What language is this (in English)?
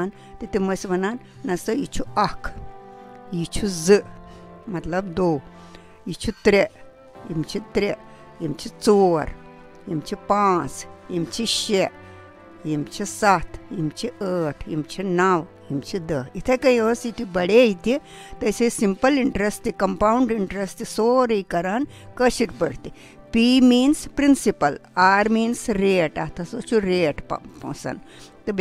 Kashmiri